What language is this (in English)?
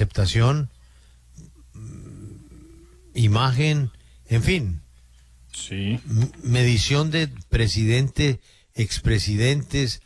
Spanish